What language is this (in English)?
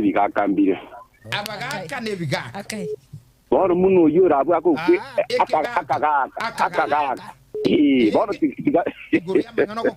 Gusii